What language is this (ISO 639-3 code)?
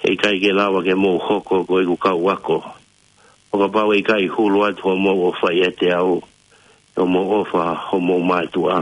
ton